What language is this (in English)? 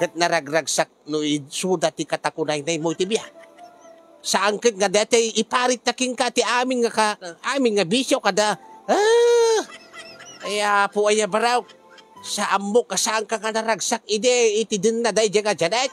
Iloko